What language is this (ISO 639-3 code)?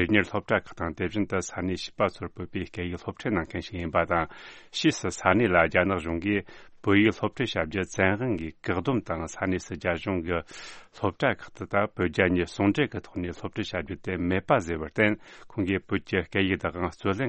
bod